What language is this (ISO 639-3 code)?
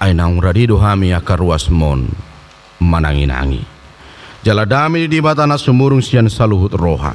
bbc